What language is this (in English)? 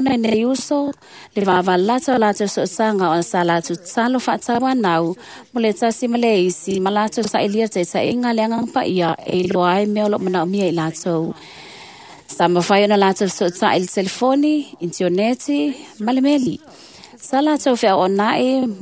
Samoan